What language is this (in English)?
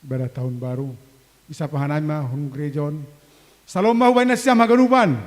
Batak Simalungun